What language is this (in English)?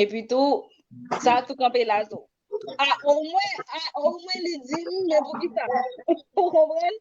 Haitian Creole